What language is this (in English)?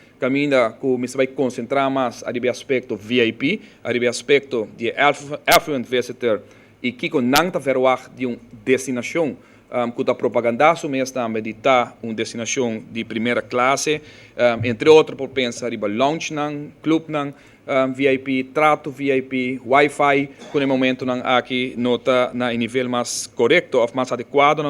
Papiamento